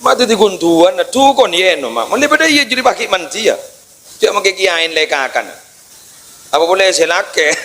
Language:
Madurese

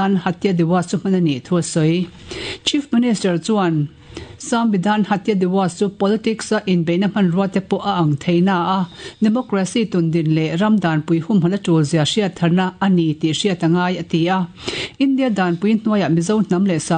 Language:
Mizo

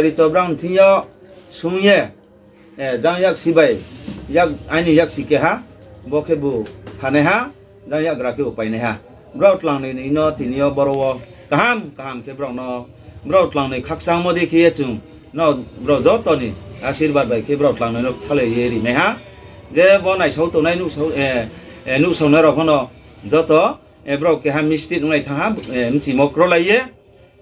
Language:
Riang (India)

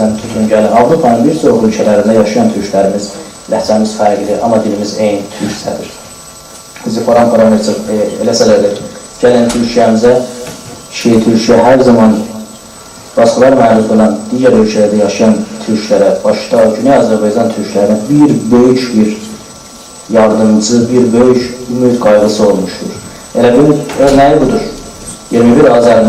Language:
South Azerbaijani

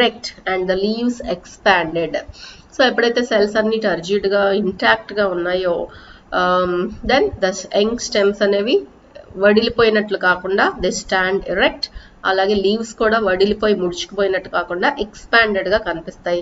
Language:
Telugu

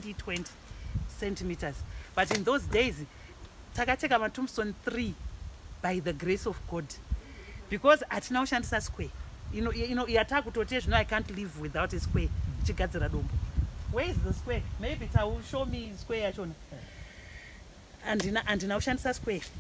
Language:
Shona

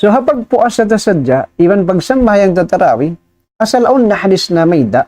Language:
Tausug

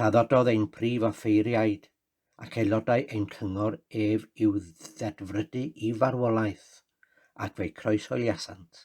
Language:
Welsh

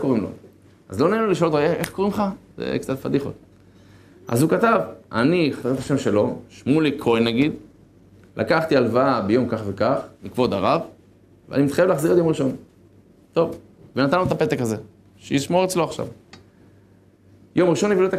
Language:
Hebrew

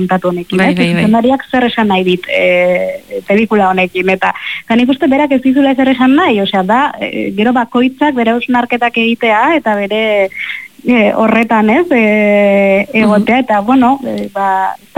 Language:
Basque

